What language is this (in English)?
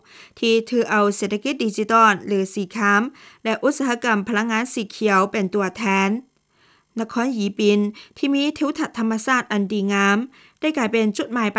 Lao